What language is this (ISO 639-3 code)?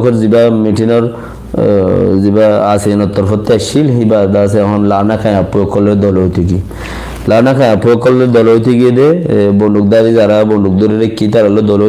rhg